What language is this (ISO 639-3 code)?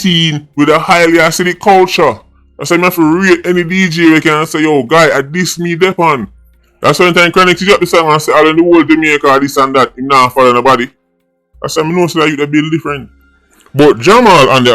jam